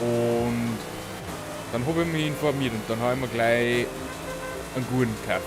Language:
Bavarian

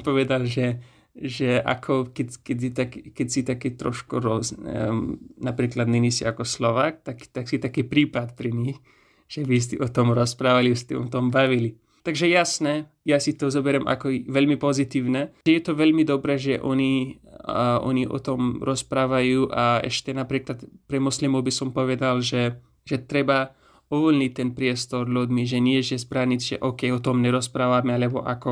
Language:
Slovak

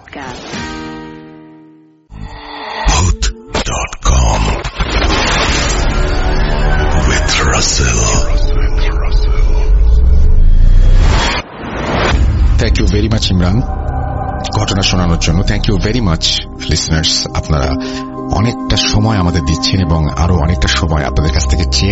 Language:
Bangla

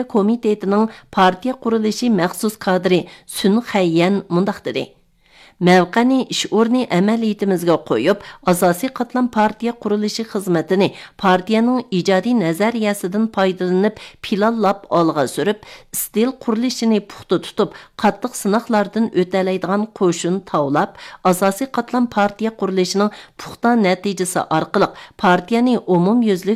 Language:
Uyghur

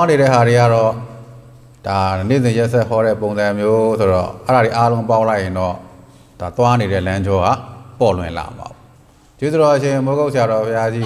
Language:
Burmese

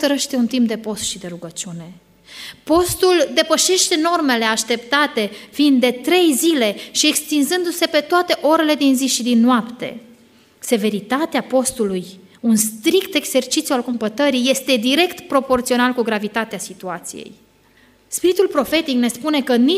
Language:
Romanian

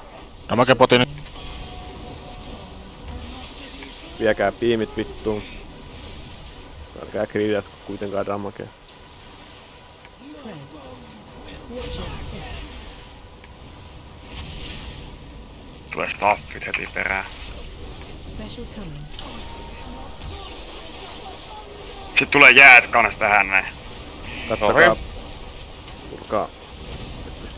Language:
Finnish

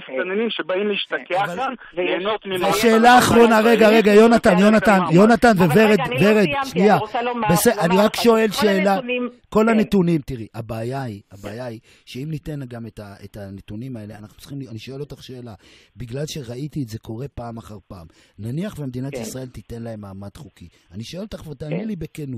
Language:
Hebrew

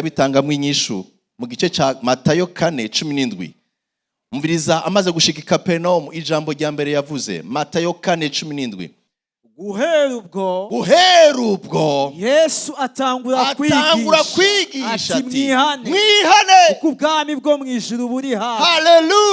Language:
Rundi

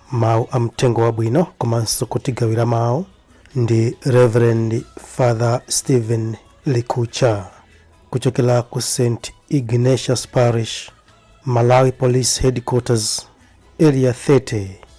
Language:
Nyanja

